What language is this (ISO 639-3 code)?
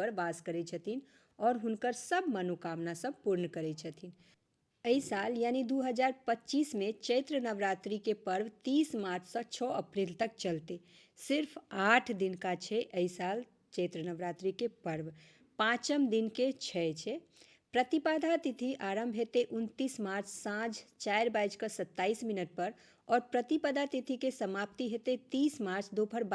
mai